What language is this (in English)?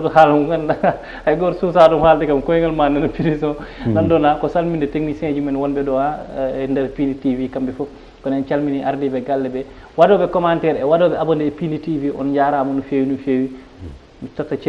Fula